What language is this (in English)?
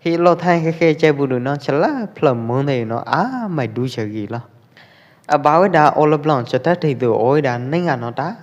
Pwo Eastern Karen